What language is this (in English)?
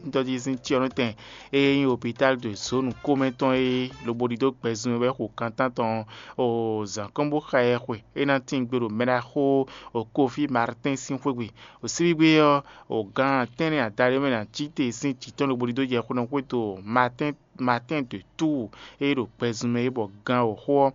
Fon